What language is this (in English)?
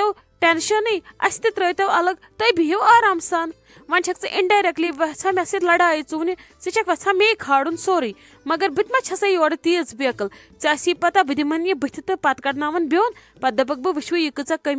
Kashmiri